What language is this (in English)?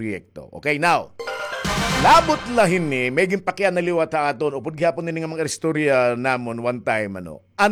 Waray